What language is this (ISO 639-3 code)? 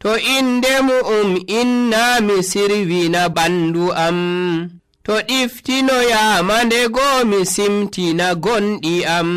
fuv